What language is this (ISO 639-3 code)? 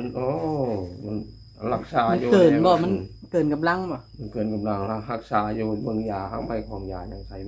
tts